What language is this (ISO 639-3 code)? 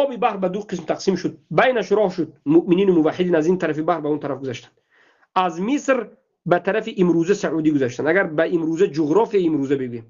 tgk